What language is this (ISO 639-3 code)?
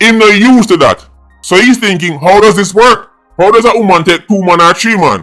jam